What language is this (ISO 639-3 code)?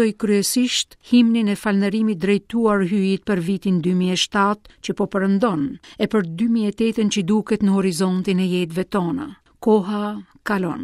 sqi